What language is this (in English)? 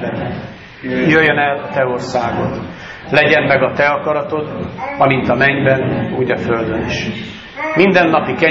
Hungarian